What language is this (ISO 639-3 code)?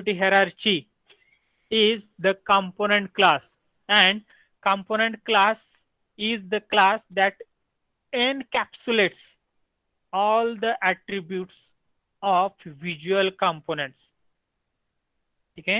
mar